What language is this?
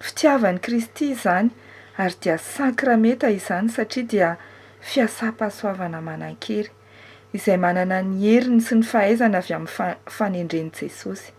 Malagasy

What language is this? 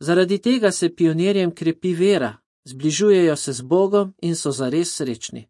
Slovenian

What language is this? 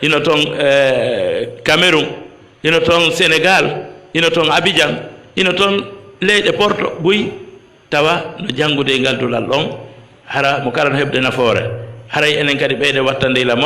Fula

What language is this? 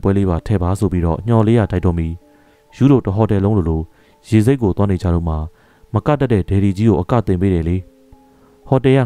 Burmese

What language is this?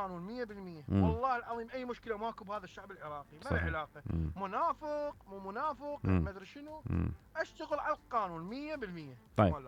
Mesopotamian Arabic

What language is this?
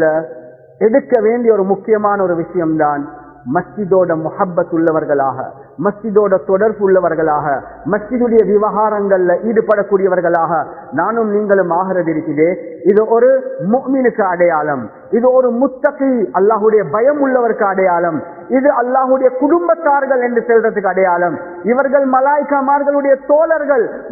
Tamil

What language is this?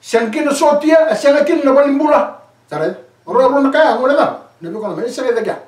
Fijian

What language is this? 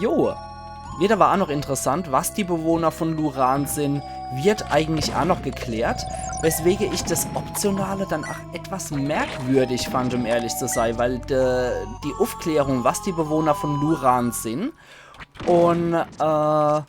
Palatine German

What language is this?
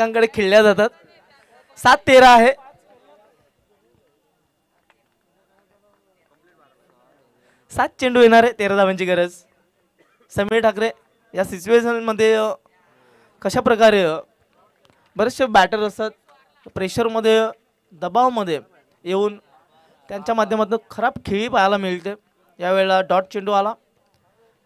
Marathi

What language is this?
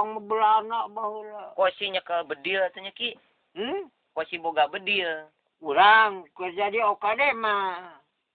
Sundanese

